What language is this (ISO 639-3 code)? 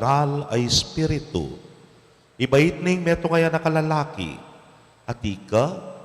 pam